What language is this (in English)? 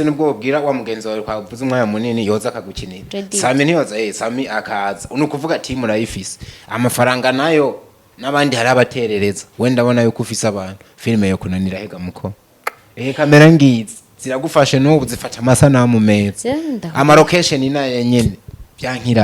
Rundi